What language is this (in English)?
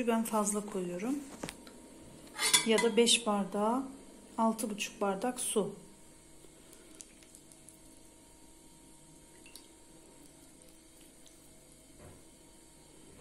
Turkish